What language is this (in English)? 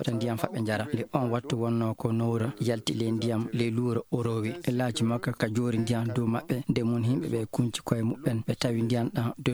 Fula